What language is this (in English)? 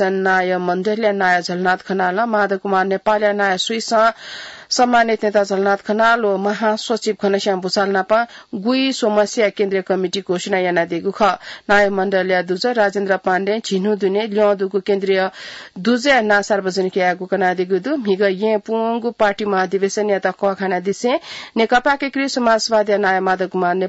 Newari